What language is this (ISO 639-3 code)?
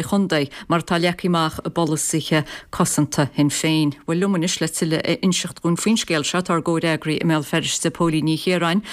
gle